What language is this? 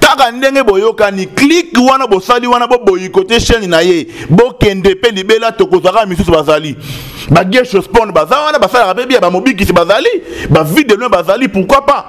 Lingala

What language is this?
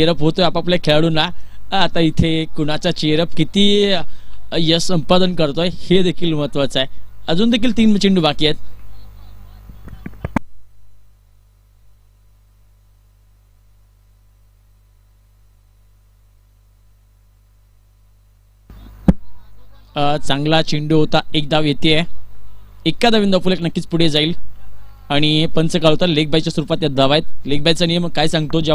Marathi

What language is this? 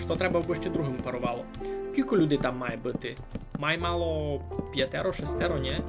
Rusyn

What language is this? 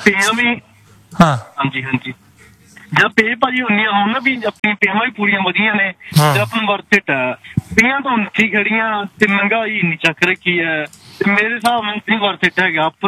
Punjabi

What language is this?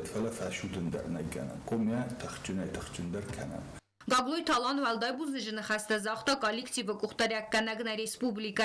Ossetic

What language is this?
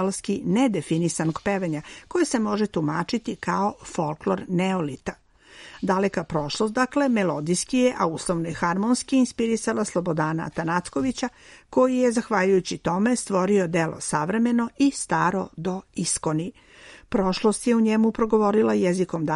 Serbian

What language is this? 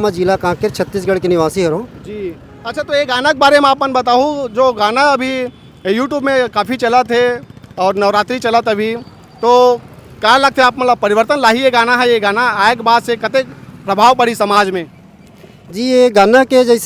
Chhattisgarhi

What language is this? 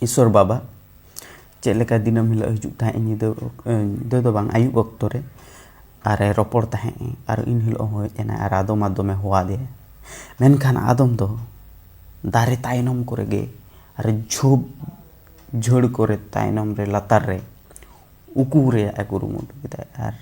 Santali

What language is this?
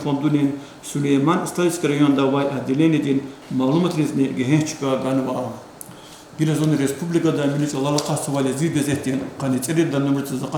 Lezghian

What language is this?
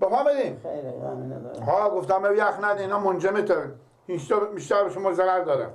Persian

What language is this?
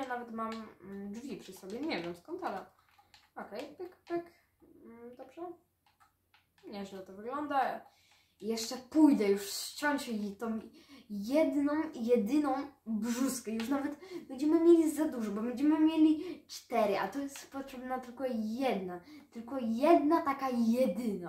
Polish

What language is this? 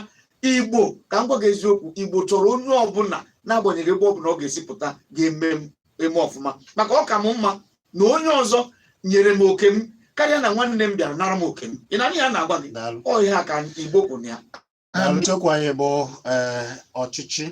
Igbo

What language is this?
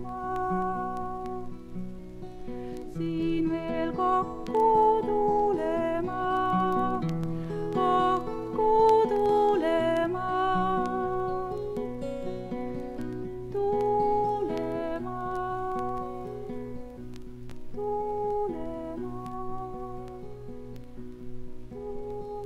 Estonian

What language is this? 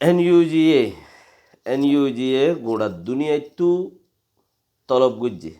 Rohingya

